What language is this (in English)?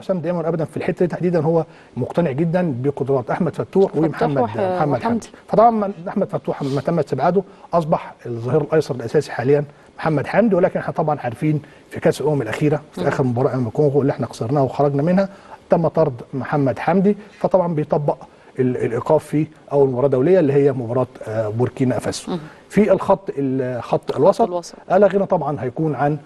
Egyptian Arabic